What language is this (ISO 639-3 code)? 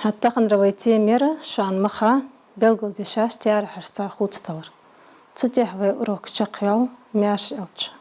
inh